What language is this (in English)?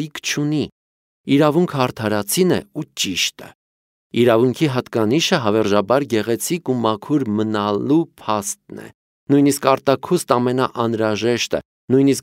Armenian